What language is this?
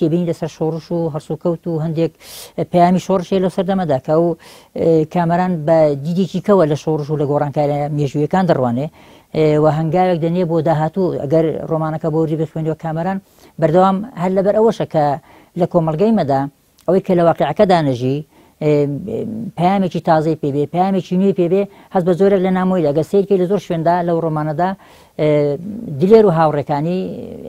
Central Kurdish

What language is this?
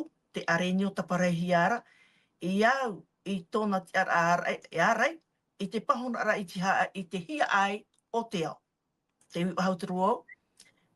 Tahitian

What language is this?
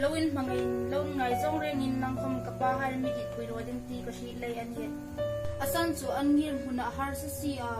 Hmar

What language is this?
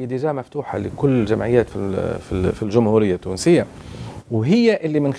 Tunisian Arabic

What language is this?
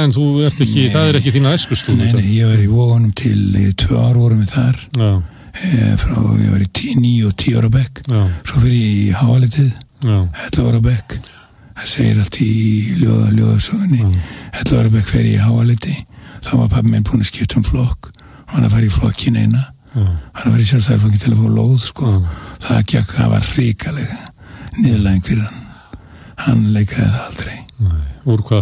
Icelandic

